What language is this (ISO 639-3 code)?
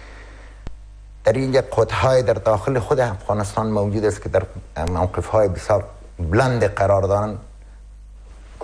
fas